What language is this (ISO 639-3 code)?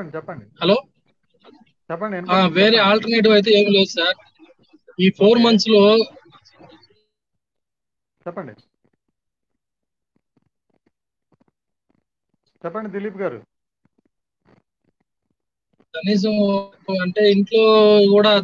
tel